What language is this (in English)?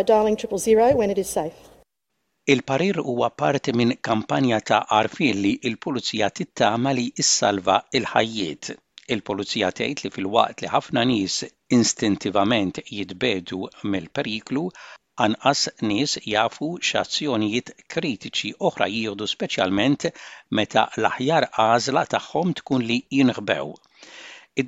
Maltese